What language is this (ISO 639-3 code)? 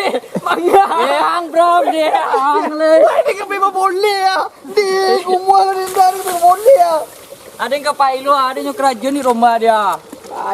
min